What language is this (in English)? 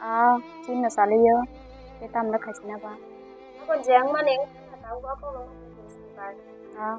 Kok Borok